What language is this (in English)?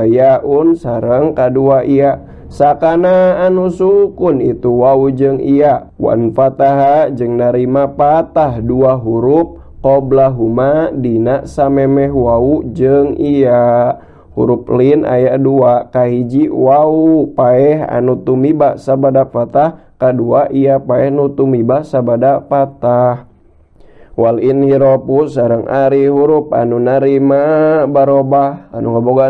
Sundanese